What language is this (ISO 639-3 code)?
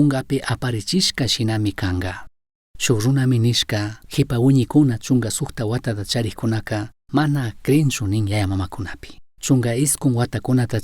qug